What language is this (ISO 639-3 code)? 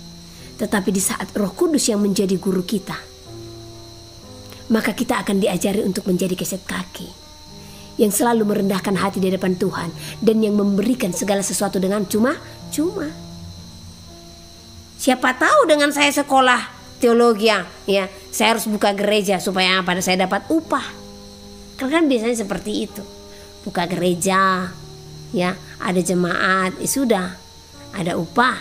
ind